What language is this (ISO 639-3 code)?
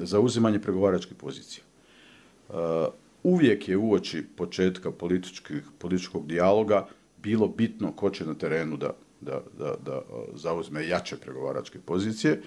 bos